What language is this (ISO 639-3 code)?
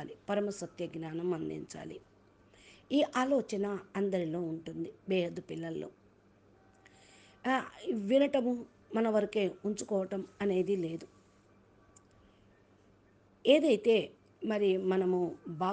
tel